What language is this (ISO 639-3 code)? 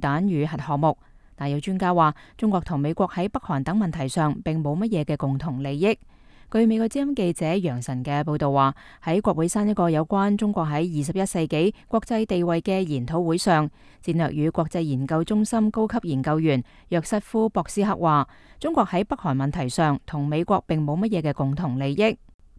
yue